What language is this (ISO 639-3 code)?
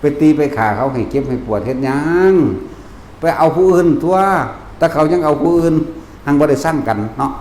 tts